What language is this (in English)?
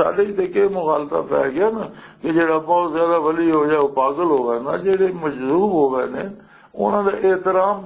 Western Panjabi